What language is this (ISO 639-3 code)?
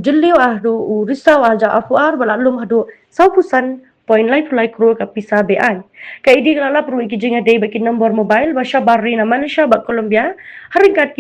kha